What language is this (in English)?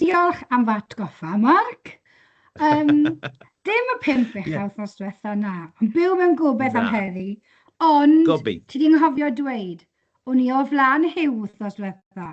Welsh